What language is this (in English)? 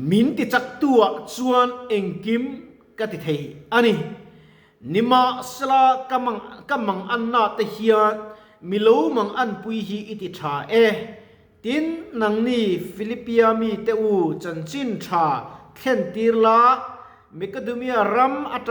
Mizo